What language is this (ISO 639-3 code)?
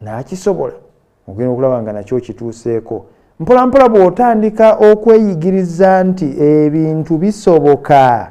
lug